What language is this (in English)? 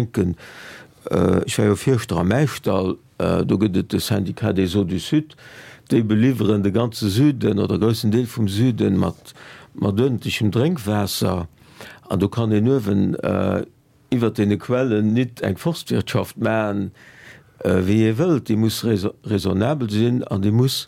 Luxembourgish